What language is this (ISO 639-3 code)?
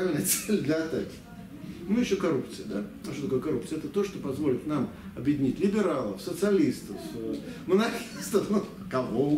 rus